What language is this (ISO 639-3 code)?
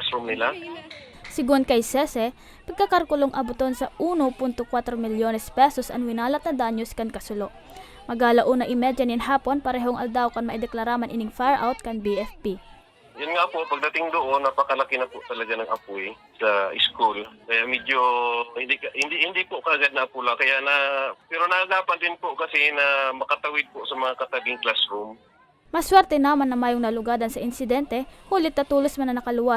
bik